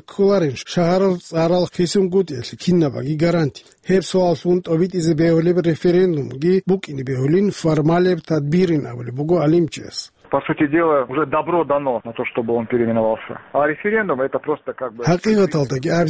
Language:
Avaric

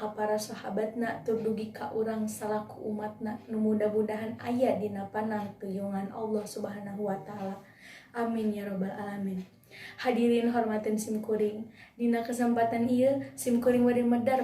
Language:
Sundanese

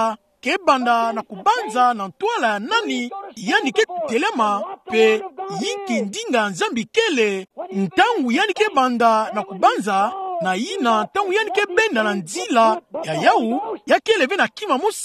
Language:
Kituba (Democratic Republic of Congo)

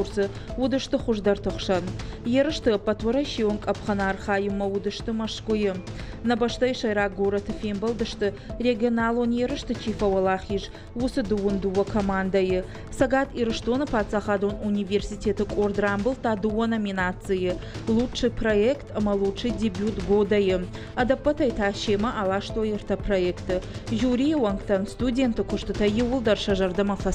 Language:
Ossetic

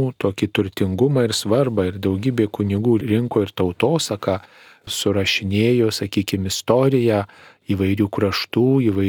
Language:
Lithuanian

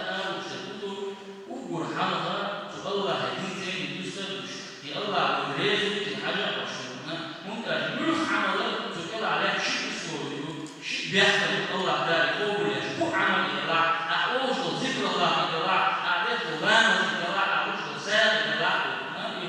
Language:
Chechen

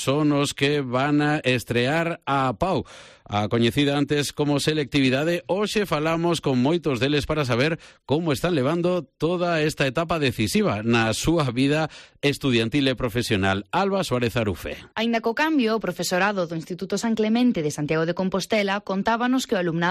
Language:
Galician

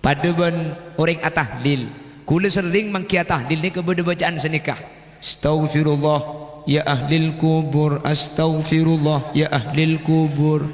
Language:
Madurese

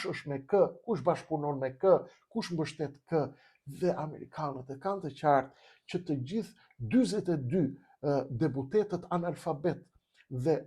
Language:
Albanian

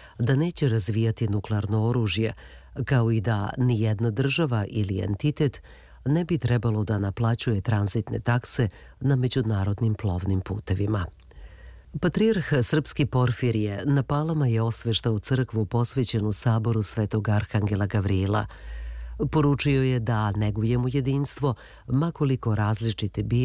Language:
Serbian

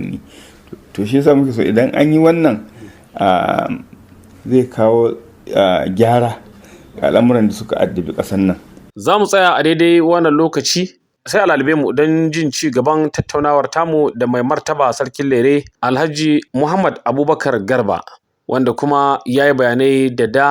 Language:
Hausa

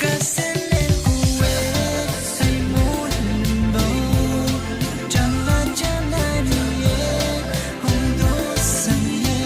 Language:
Pohnpeian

